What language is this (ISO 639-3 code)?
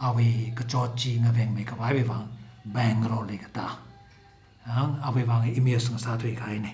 nmf